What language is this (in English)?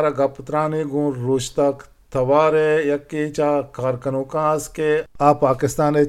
Eastern Balochi